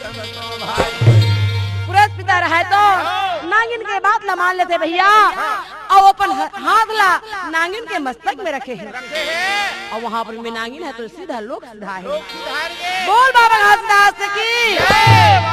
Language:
Chhattisgarhi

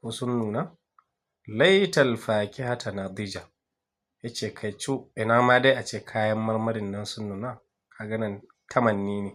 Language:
Hausa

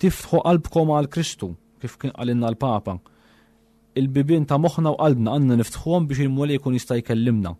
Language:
Maltese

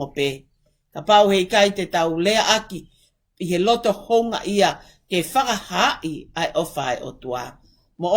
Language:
Tongan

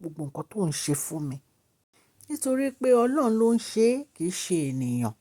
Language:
Yoruba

